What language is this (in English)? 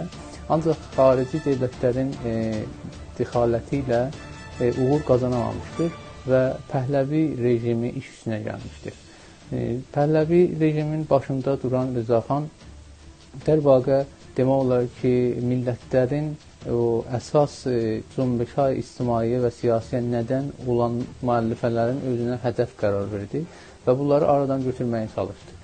South Azerbaijani